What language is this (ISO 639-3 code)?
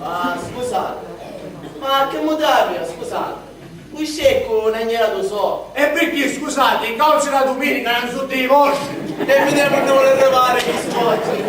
scn